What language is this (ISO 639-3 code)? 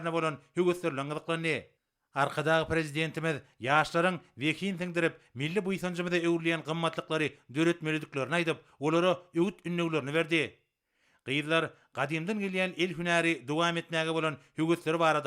tuk